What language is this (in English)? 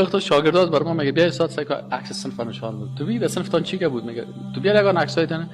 Persian